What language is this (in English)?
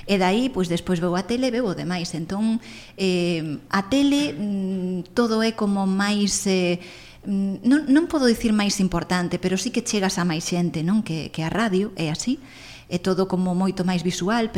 Galician